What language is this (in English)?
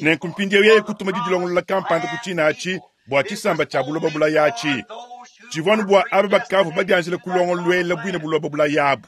Luba-Lulua